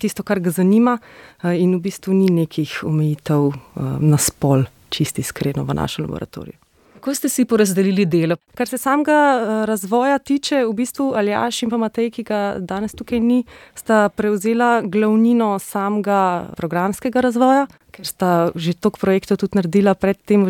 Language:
Slovenian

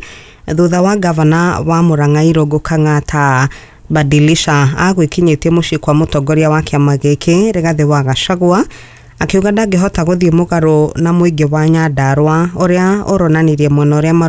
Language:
Kikuyu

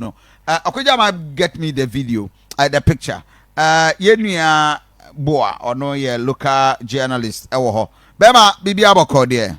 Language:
Akan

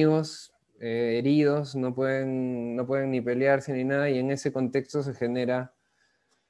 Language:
Spanish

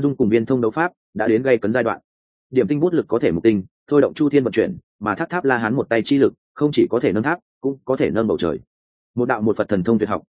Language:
Vietnamese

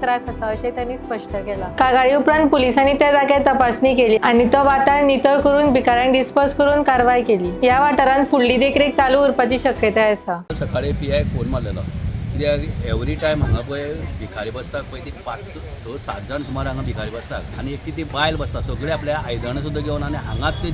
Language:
Konkani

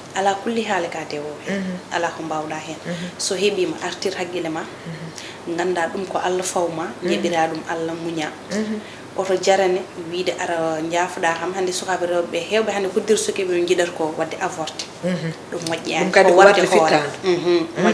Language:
Fula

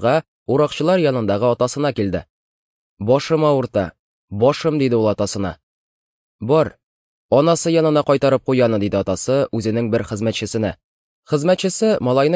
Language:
Tatar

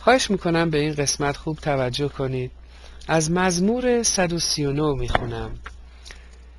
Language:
Persian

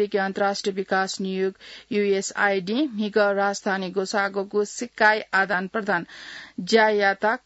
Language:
Newari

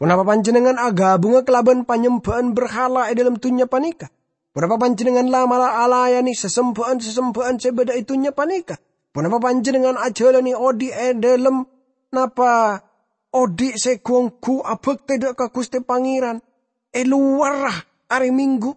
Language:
Madurese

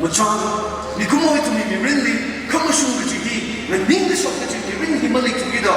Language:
Tangkhul Naga (India)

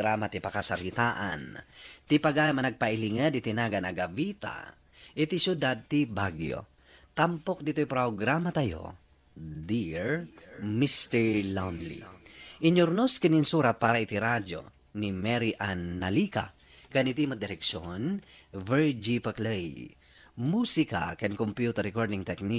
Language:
Iloko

